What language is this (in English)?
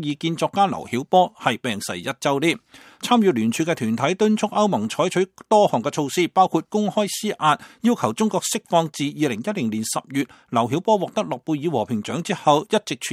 Cantonese